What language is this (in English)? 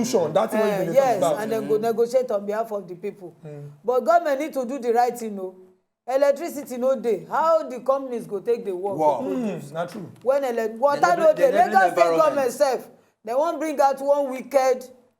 Nigerian Pidgin